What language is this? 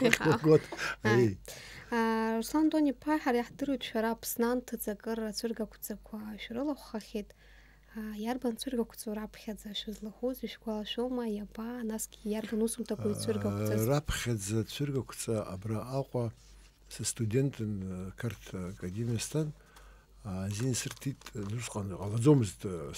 Abkhazian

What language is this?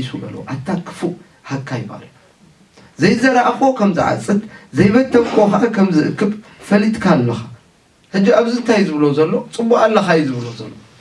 Tigrinya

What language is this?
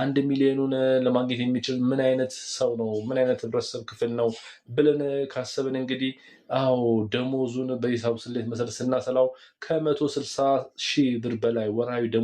Amharic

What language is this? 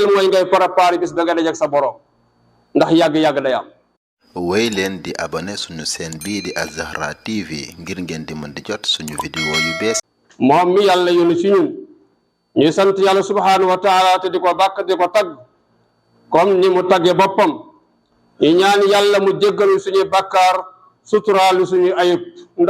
Wolof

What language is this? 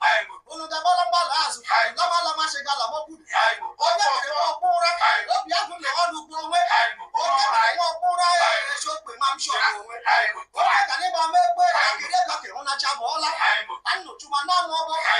Igbo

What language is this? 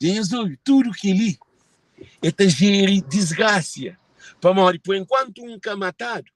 Kabuverdianu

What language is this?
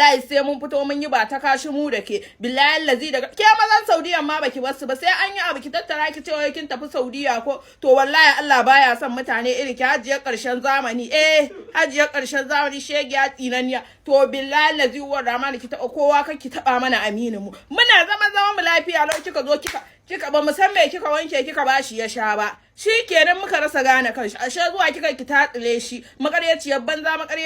Hausa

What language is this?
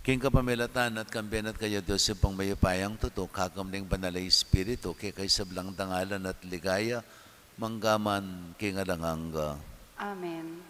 Pampanga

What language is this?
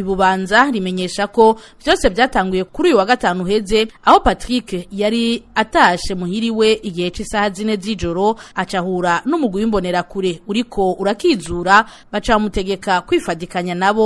Rundi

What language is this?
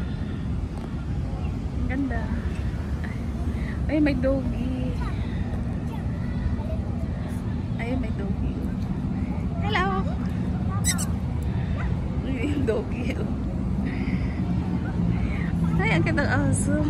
Filipino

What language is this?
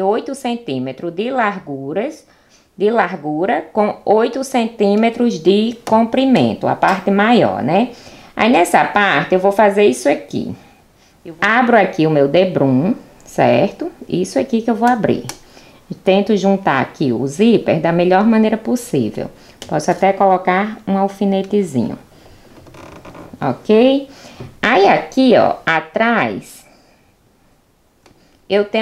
Portuguese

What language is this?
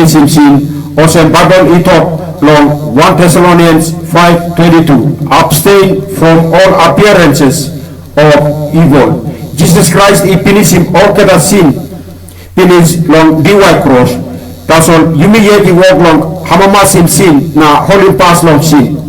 Tok Pisin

